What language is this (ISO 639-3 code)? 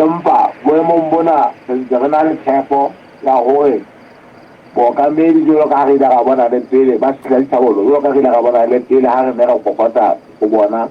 sot